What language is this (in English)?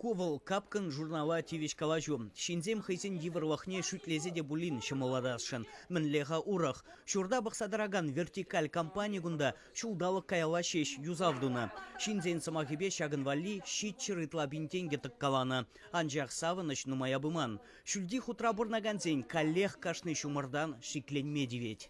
Chuvash